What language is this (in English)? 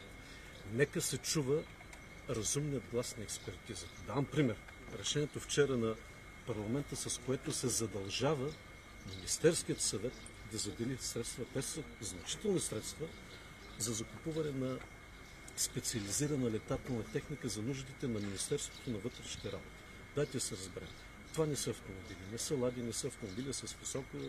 Bulgarian